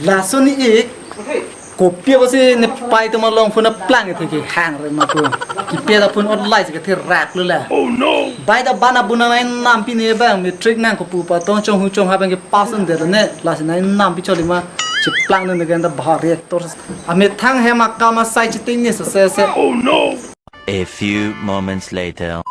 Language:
Karbi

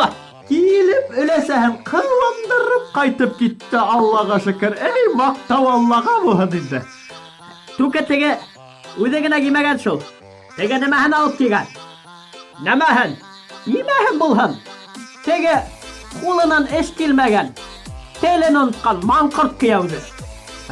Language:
Bashkir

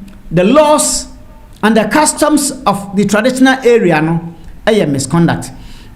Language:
Akan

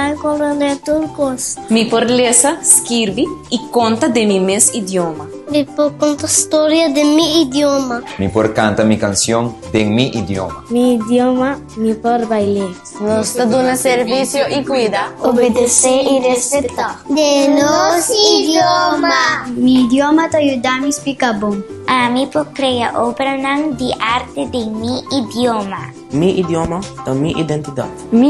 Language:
Papiamento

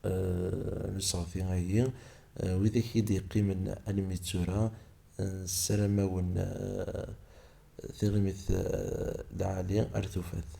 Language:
Kabyle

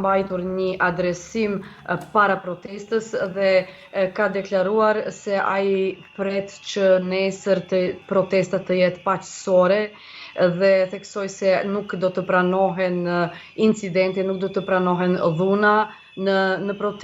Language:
Albanian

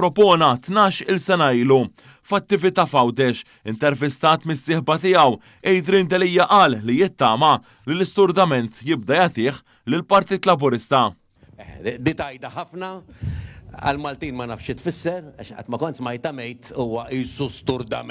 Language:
Maltese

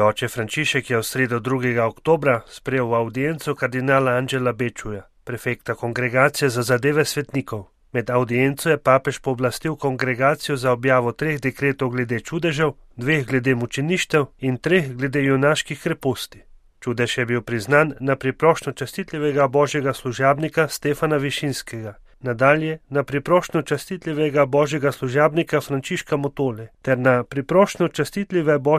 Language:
Slovenian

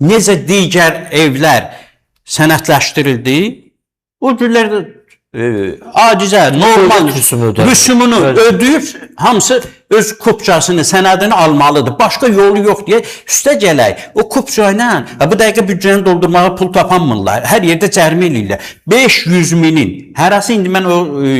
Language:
Azerbaijani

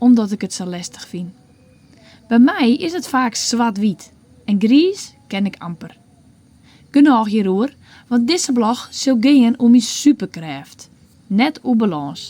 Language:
Western Frisian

